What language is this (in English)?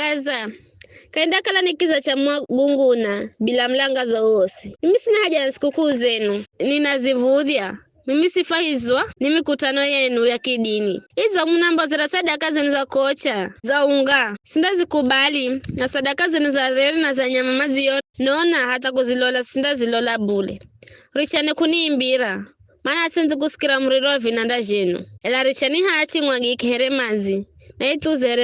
Giryama